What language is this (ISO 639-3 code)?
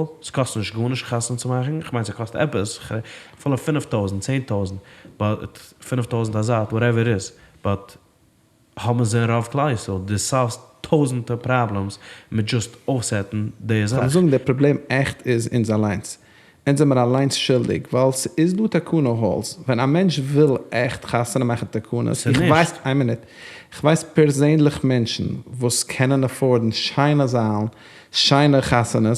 yid